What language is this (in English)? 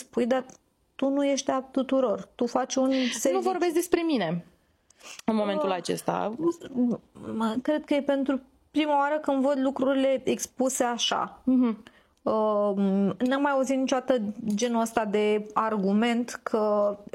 Romanian